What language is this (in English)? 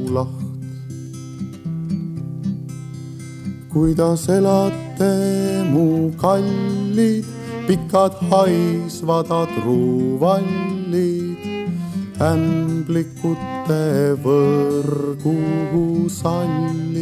Estonian